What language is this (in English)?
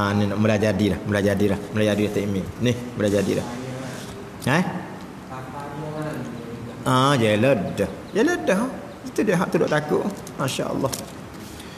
Malay